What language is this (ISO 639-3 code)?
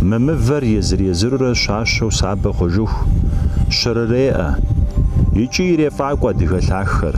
kbd